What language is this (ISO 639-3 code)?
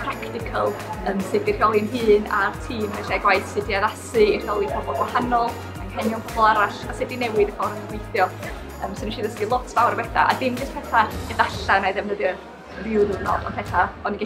cym